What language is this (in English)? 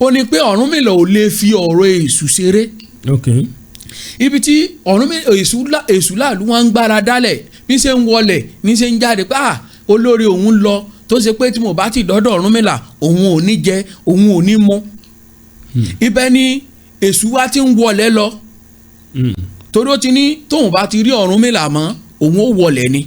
Yoruba